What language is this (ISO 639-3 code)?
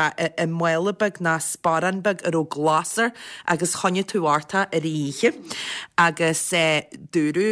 gle